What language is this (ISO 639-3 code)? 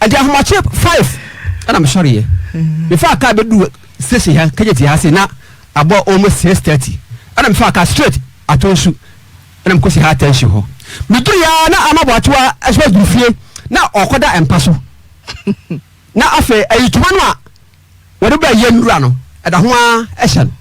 aka